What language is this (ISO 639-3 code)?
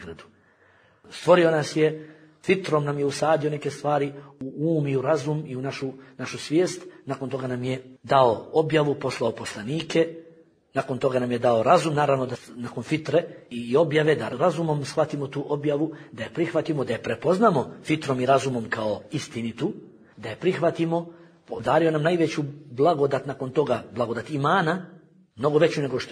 bos